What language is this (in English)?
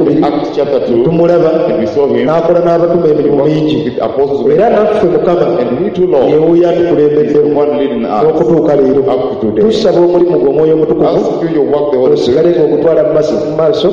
Ganda